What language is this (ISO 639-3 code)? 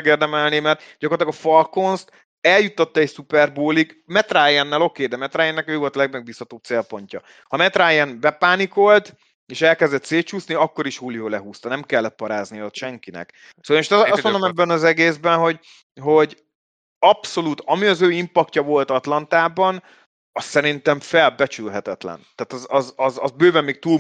hun